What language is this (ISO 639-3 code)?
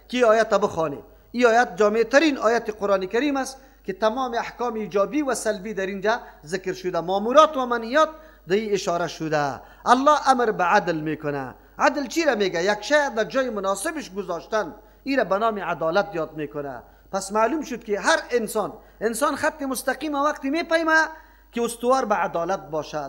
fas